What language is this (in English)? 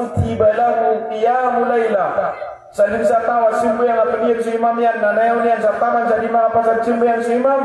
Maranao